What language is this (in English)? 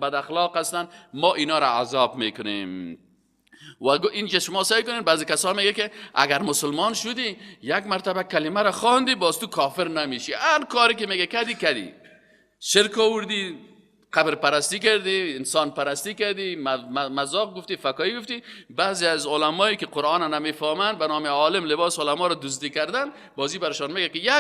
Persian